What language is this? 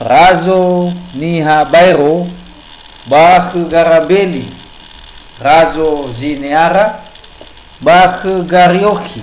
Nias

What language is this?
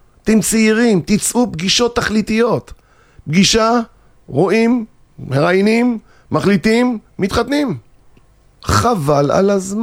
Hebrew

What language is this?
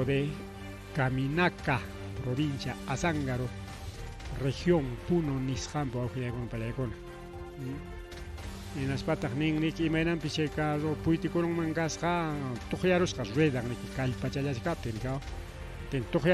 Ayacucho Quechua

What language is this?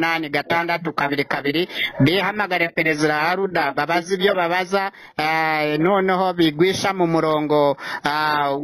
Kinyarwanda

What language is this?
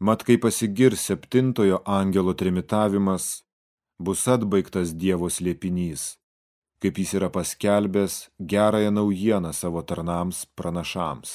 Lithuanian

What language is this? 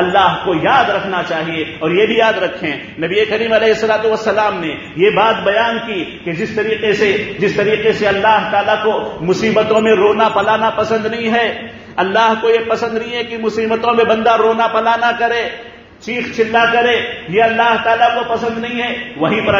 Urdu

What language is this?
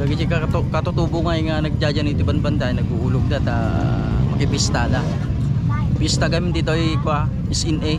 Iloko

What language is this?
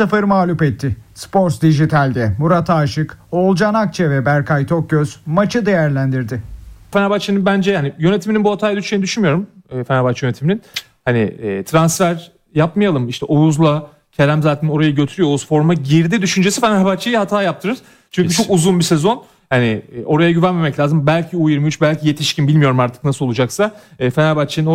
Turkish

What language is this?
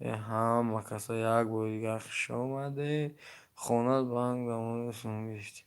Tajik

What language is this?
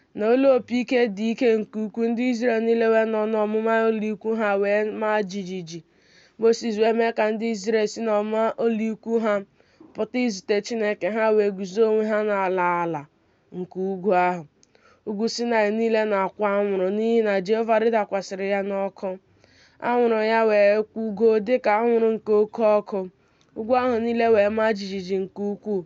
Igbo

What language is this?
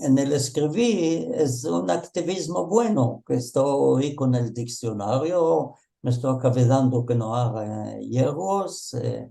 Ladino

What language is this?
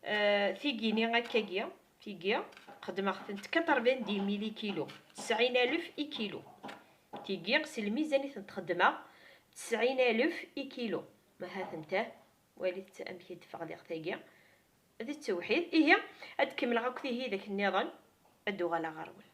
Kabyle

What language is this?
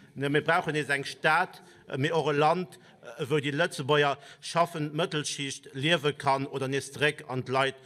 Luxembourgish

